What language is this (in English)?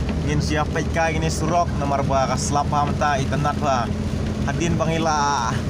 Khasi